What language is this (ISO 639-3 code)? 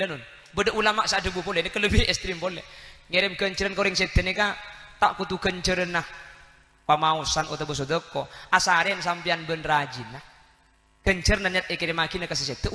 mad